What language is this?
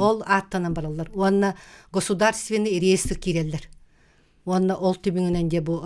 Yakut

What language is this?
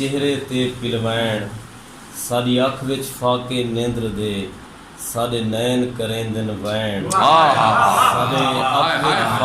Saraiki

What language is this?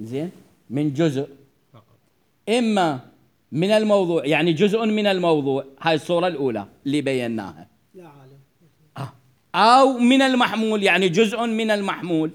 Mesopotamian Arabic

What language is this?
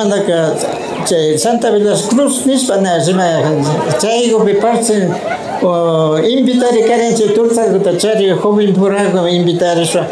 Imbabura Highland Quichua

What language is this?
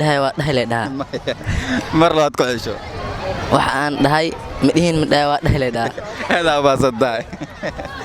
Somali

